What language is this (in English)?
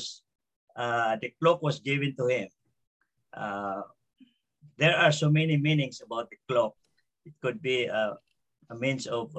English